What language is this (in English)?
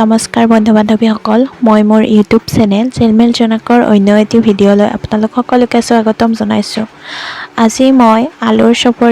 Assamese